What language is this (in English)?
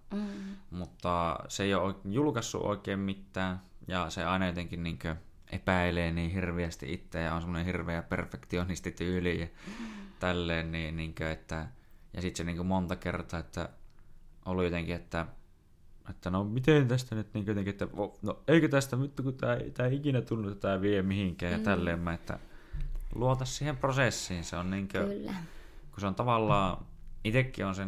Finnish